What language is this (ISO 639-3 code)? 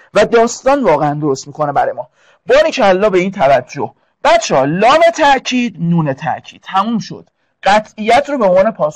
fas